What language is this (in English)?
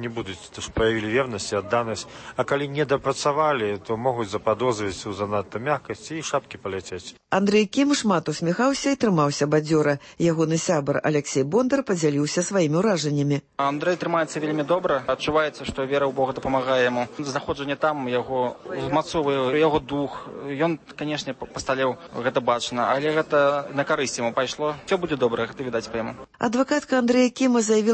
Belarusian